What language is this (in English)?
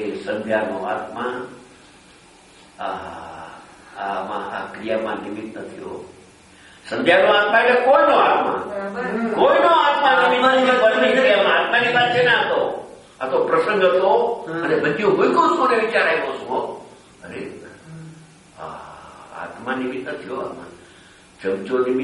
Gujarati